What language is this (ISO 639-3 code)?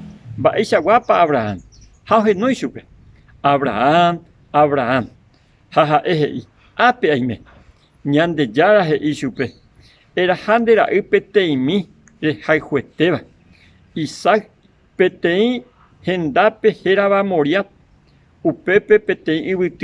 grn